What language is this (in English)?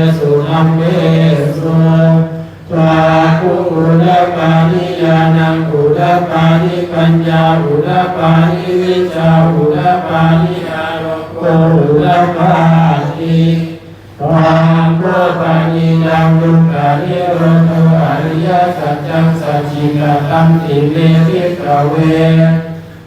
Pali